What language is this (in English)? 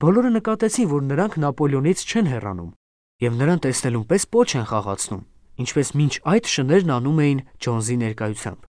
Armenian